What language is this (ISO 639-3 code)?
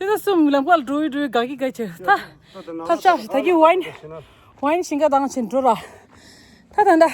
bod